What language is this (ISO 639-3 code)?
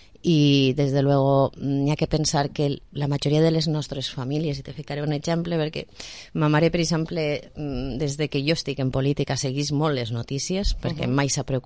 cat